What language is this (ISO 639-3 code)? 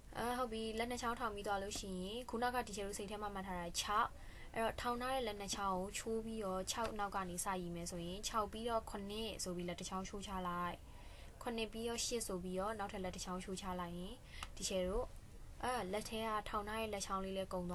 mya